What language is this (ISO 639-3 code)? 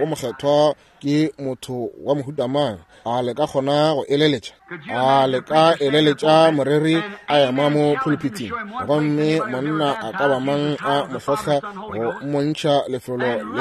nso